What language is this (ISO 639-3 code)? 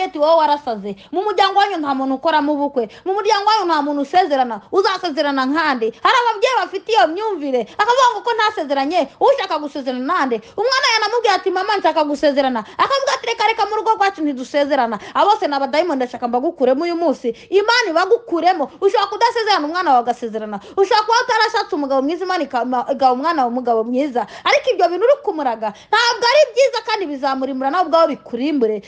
kin